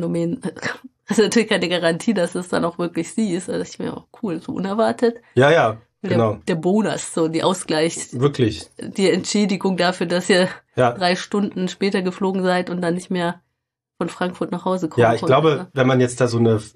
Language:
German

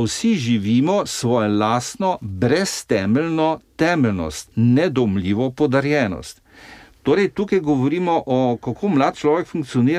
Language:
Slovenian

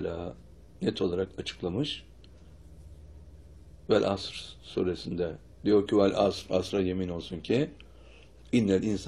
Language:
Turkish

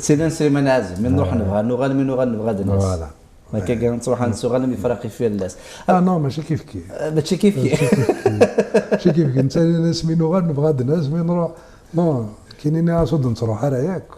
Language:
Kabyle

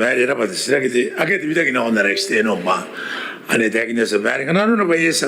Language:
Gilbertese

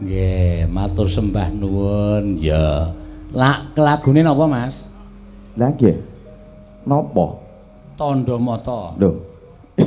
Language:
Javanese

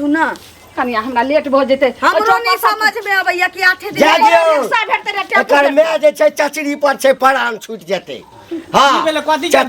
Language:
Maithili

